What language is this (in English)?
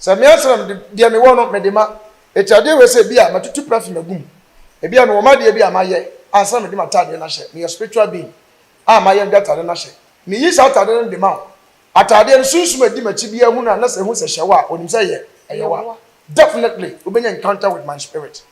Akan